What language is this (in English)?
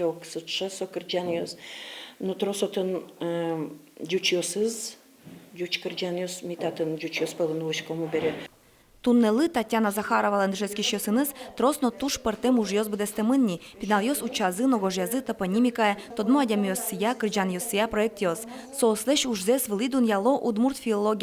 Udmurt